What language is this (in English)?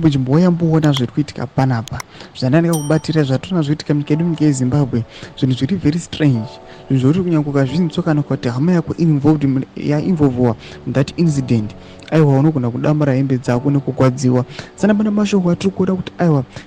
Shona